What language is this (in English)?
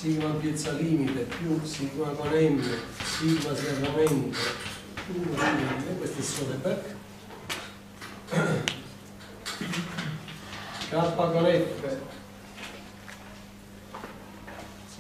Italian